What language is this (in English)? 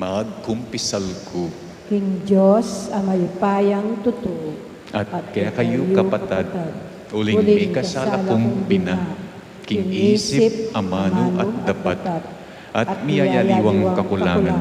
Pampanga